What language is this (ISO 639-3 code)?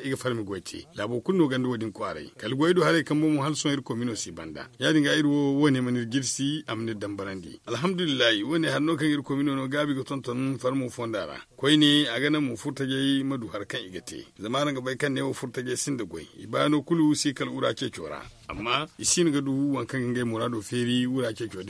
dje